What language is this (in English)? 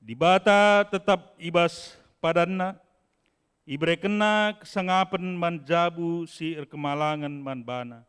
Batak Karo